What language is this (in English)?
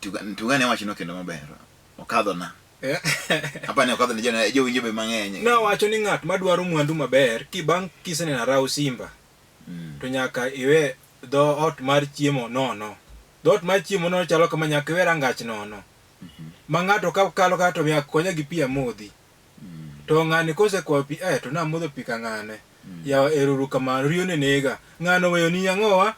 Luo (Kenya and Tanzania)